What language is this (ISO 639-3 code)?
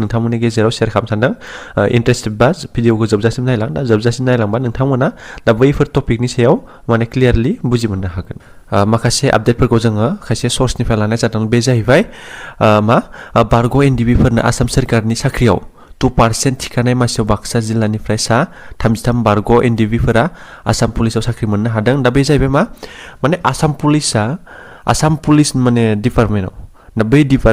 brx